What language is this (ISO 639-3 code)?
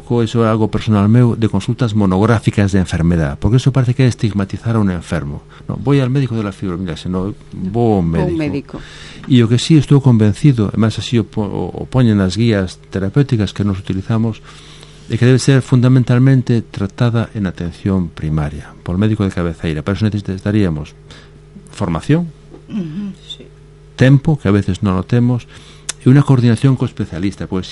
glg